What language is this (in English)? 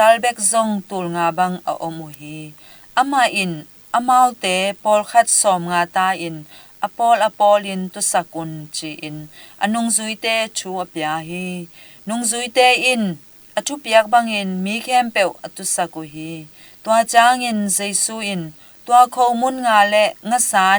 Tedim Chin